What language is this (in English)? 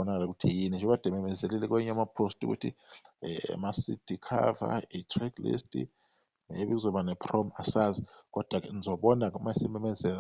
Zulu